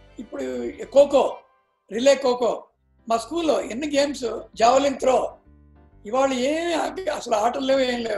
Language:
Telugu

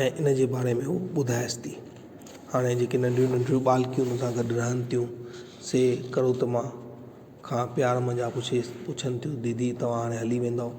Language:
Sindhi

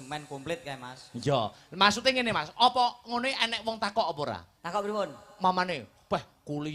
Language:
Javanese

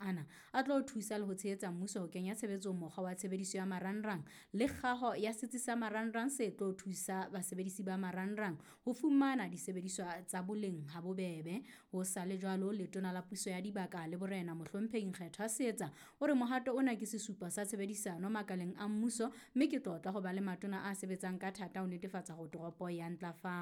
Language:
Southern Sotho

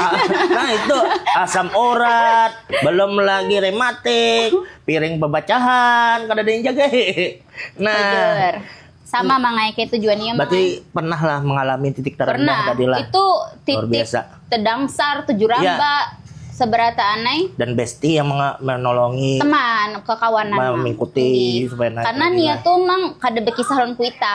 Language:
Banjar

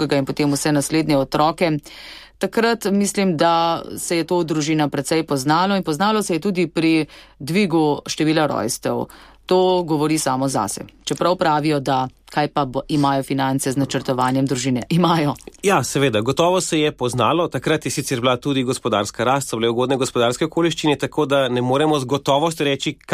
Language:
Slovenian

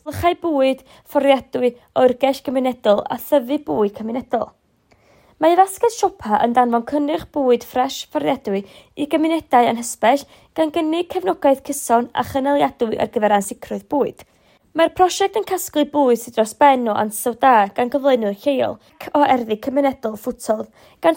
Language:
Welsh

